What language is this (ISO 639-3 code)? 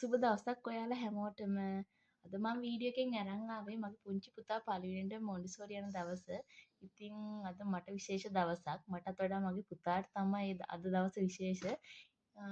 sin